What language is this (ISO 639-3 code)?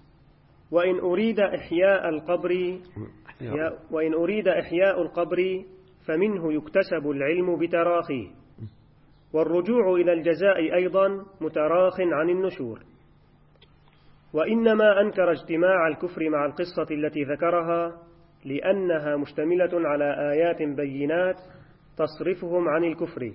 ara